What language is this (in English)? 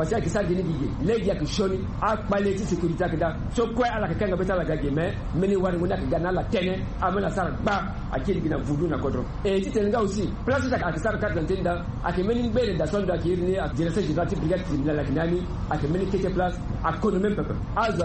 Sango